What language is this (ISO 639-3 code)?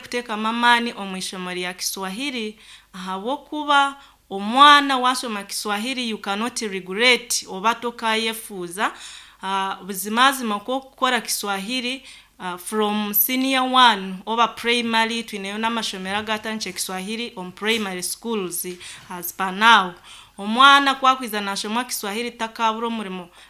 nyn